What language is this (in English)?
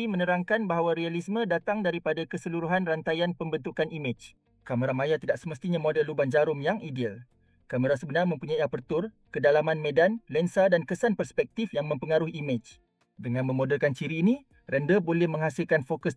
Malay